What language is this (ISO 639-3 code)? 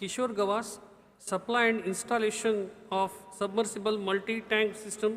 kok